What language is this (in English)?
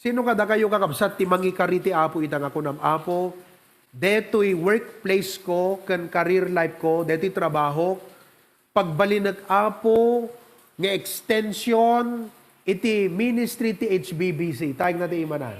Iloko